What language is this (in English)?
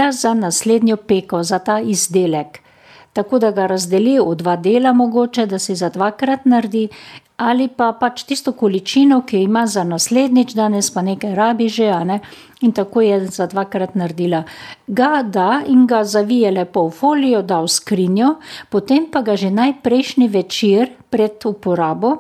Slovenian